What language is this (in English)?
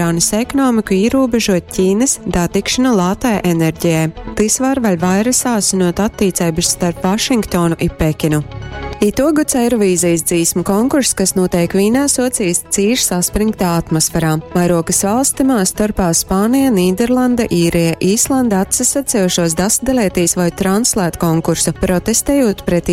Latgalian